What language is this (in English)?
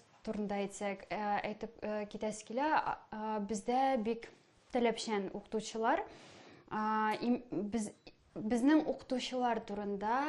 Tatar